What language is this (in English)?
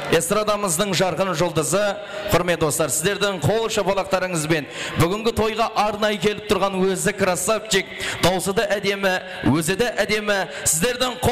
Kara-Kalpak